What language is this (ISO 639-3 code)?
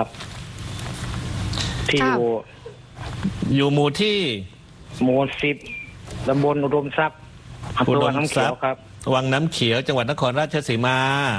tha